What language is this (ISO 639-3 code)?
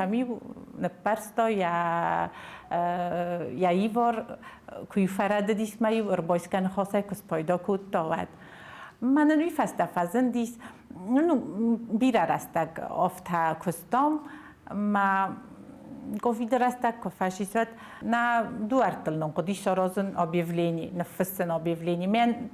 oss